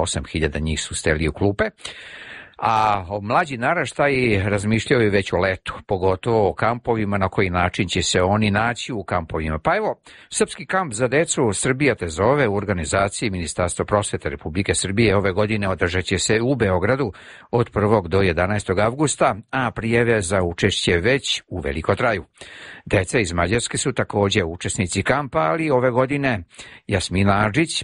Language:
Serbian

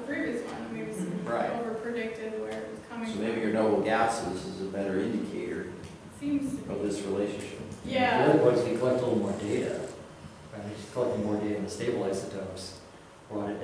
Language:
English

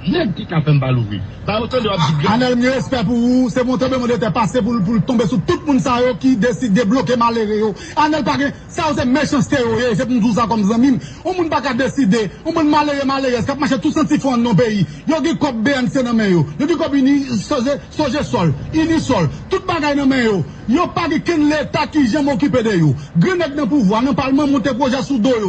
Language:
Haitian Creole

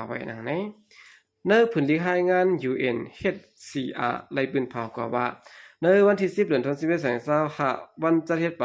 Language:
Shan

